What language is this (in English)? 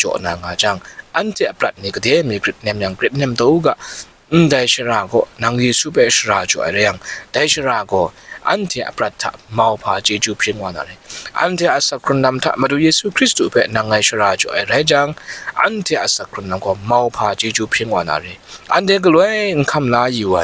Kachin